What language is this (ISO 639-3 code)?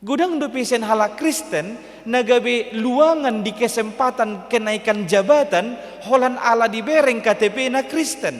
bbc